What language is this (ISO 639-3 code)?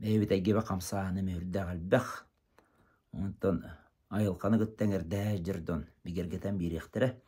sah